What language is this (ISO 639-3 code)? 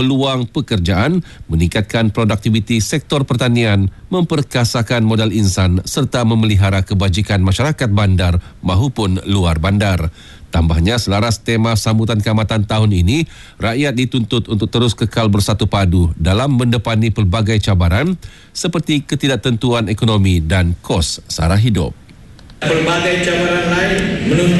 msa